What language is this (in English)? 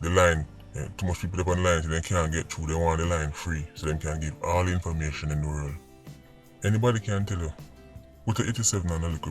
Jamaican Creole English